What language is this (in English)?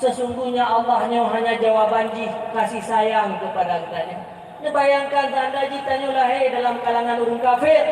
Achinese